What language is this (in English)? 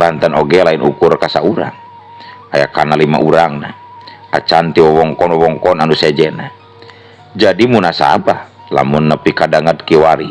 Sundanese